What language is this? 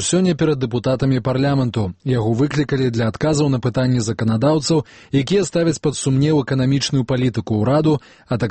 Belarusian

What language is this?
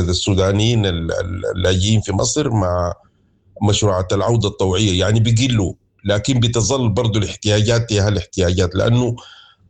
Sudanese Arabic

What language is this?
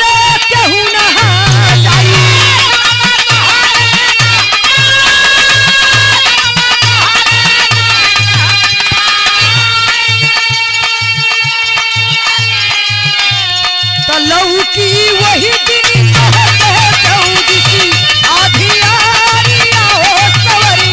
Bhojpuri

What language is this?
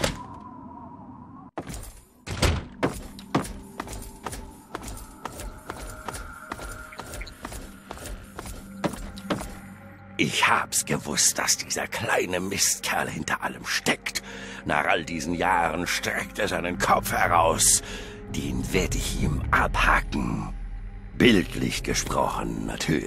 German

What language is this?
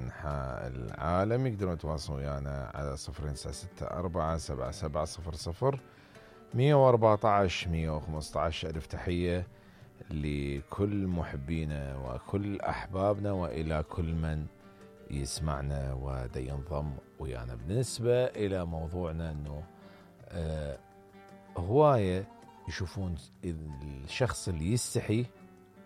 Mesopotamian Arabic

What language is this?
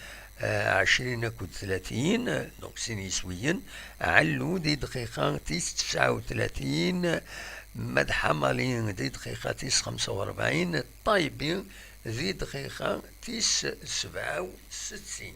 Kabyle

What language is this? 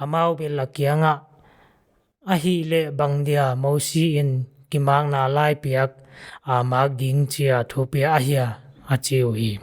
Paite Chin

